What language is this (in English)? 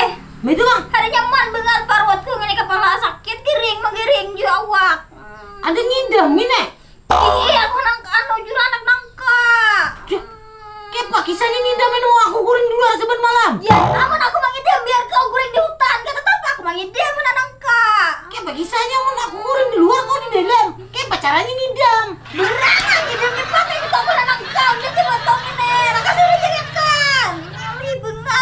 Banjar